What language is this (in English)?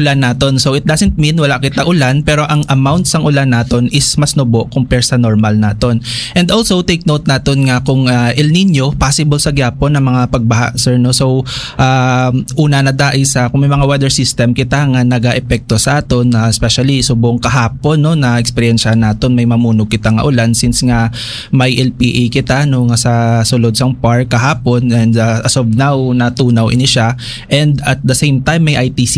Hiligaynon